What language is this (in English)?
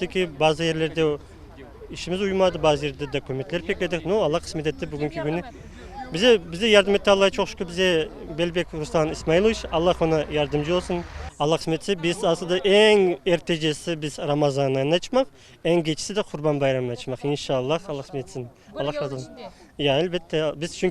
Crimean Tatar